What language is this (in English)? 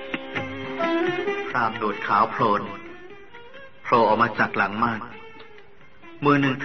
Thai